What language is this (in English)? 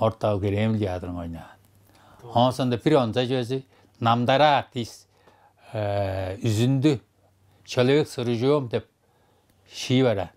Tuvinian